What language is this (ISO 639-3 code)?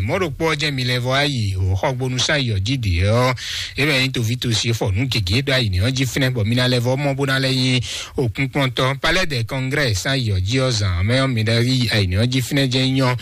fon